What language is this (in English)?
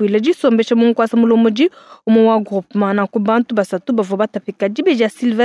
Luba-Lulua